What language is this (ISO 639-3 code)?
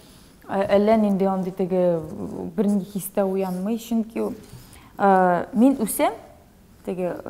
tat